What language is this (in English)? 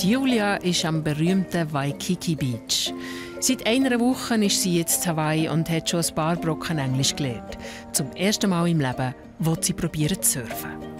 Swiss German